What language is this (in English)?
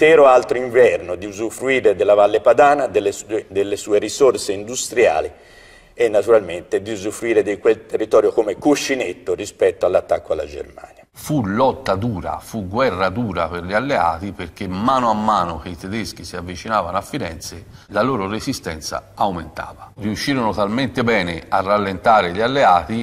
Italian